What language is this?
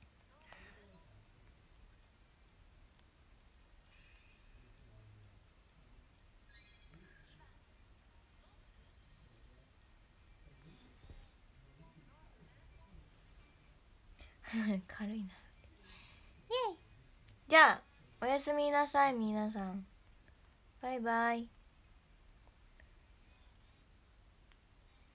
Japanese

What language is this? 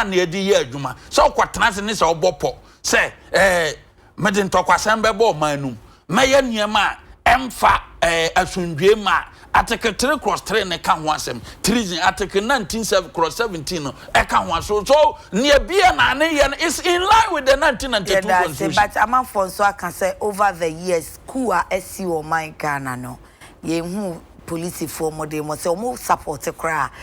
Akan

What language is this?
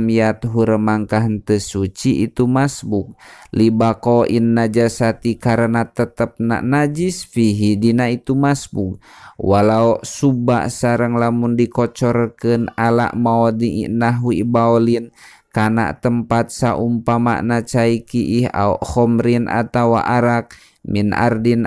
Sundanese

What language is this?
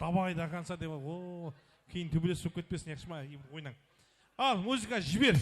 Kara-Kalpak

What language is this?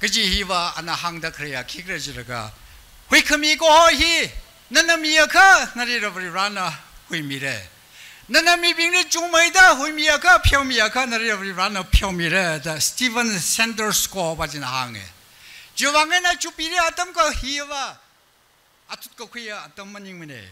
Tangkhul Naga (India)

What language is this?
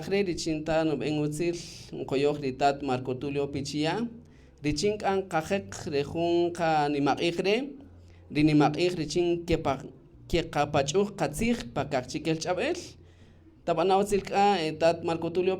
Kaqchikel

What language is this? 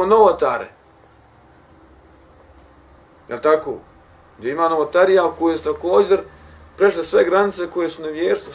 Bosnian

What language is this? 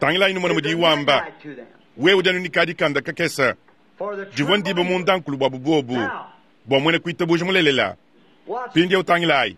Luba-Lulua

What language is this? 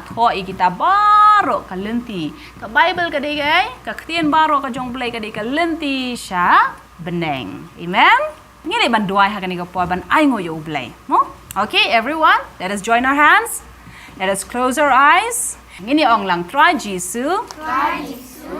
Khasi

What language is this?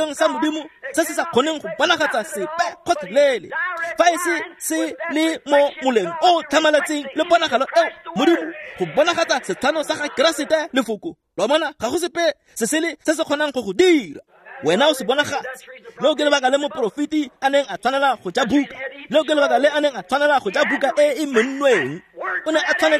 Tswana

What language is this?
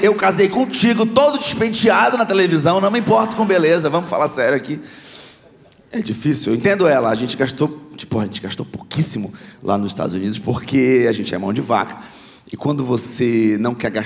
Portuguese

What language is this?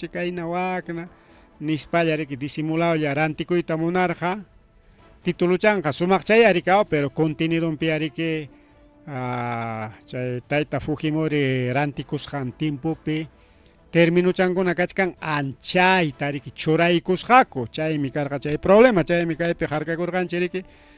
Ayacucho Quechua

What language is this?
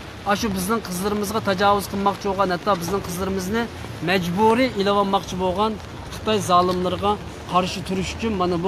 Uyghur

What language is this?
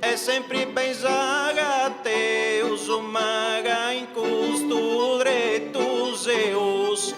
Sardinian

